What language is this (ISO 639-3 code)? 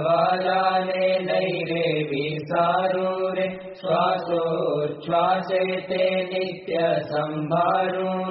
guj